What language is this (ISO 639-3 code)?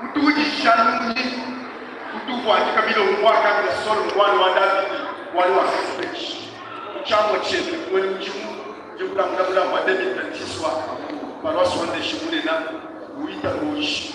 lua